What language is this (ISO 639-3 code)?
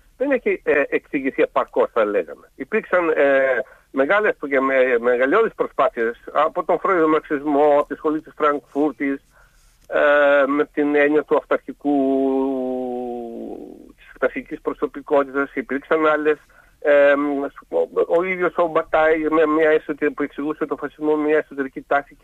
ell